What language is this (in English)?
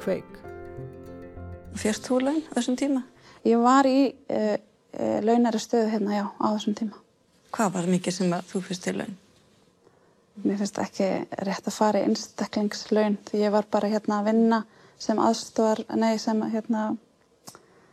Icelandic